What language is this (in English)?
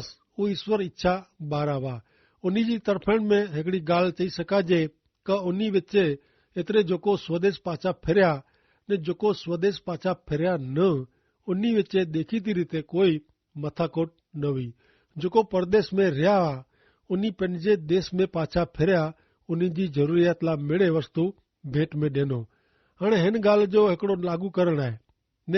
Kachhi